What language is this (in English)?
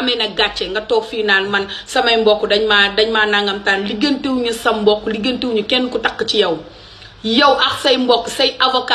Wolof